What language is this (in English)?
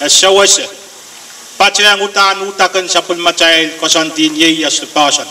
Pohnpeian